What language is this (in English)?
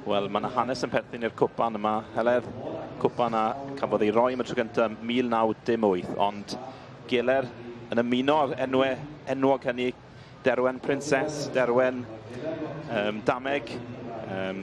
Welsh